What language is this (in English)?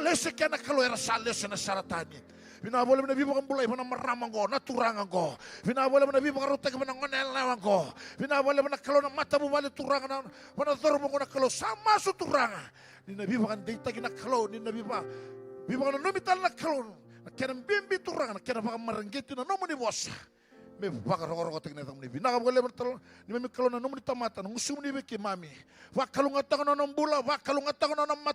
Fijian